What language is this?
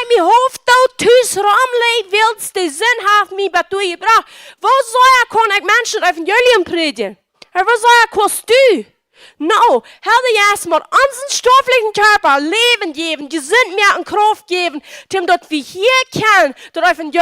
Plautdietsch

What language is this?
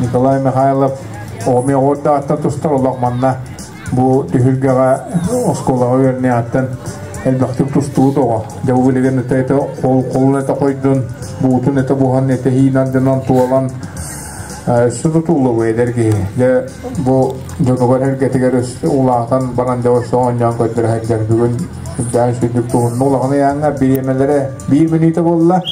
Yakut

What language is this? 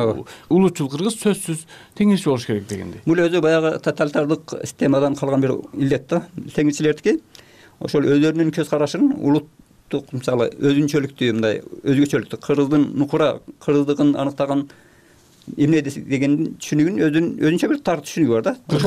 Kyrgyz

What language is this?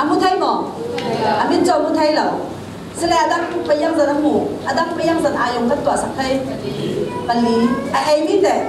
Falam Chin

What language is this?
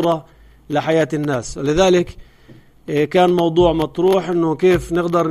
North Levantine Arabic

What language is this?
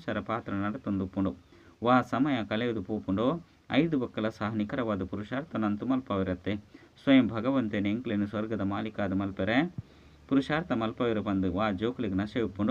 Tulu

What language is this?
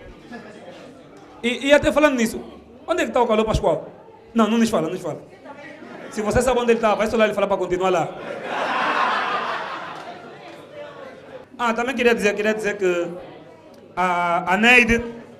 Portuguese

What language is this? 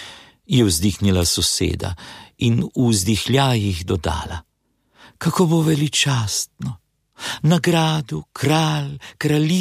Slovenian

